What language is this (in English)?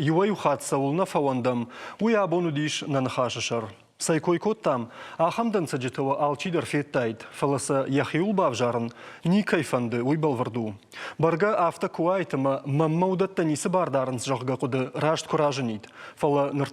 Ossetic